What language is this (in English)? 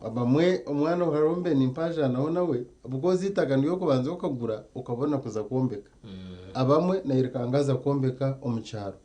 Nyankole